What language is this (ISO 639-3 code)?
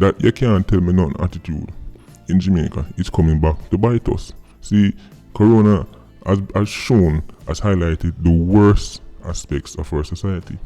jam